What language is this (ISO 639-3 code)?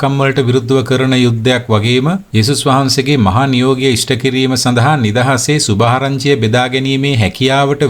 sin